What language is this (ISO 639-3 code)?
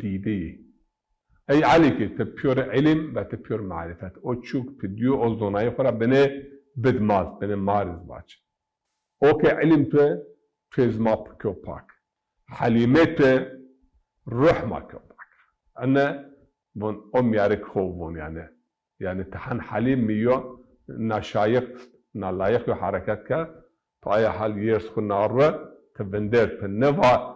zza